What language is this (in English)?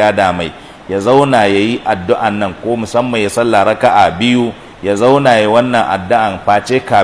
Hausa